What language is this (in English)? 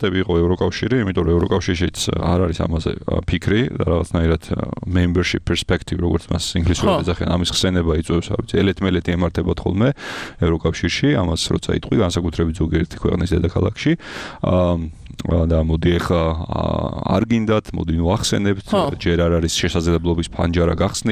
Georgian